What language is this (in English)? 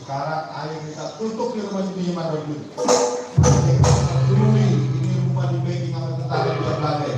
Betawi